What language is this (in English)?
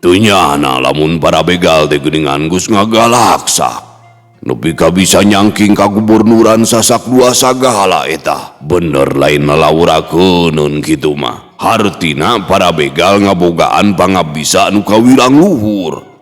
Sundanese